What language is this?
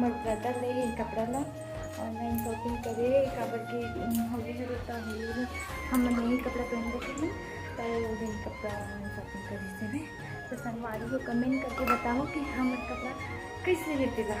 Chhattisgarhi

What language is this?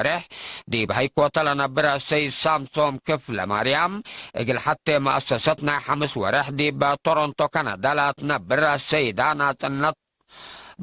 Tigre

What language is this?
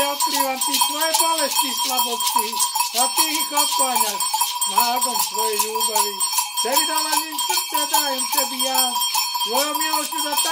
Croatian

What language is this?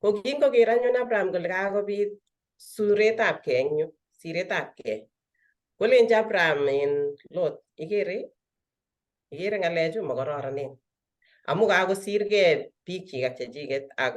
Kalenjin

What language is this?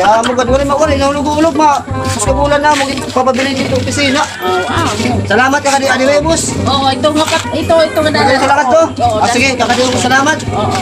Waray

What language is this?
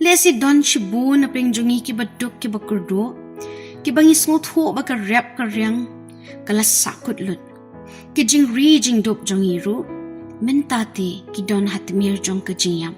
Khasi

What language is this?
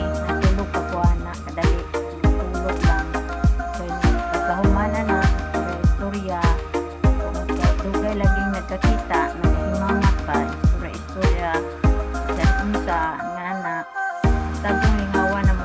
Cebuano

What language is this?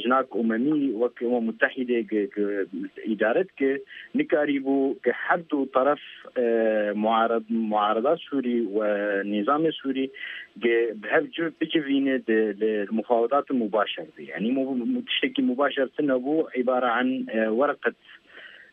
Kurdish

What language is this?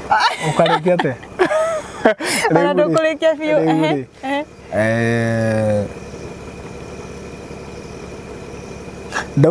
Kikuyu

